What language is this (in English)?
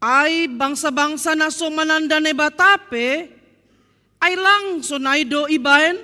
Batak Simalungun